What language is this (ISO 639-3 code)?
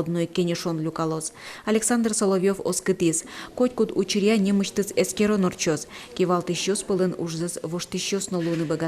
udm